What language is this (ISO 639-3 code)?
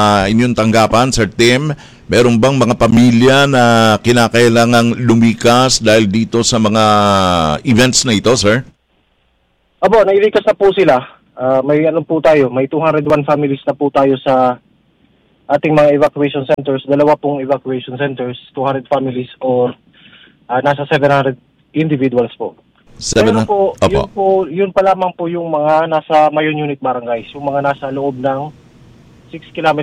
fil